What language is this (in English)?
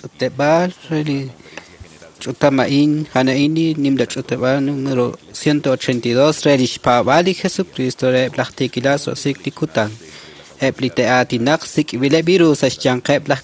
Kekchí